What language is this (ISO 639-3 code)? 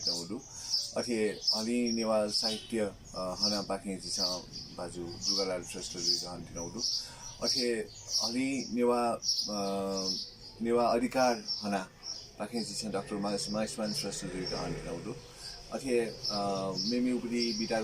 new